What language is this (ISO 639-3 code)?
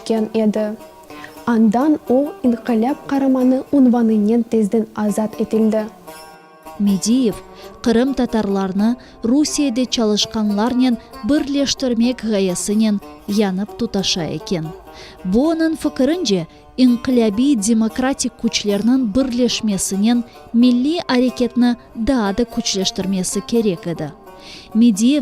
crh